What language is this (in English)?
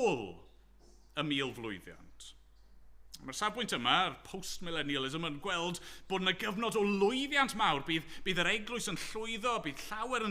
Welsh